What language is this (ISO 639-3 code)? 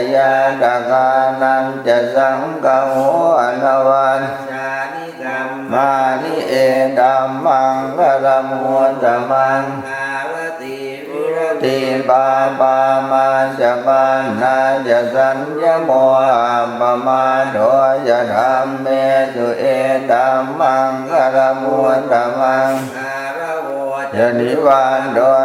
pli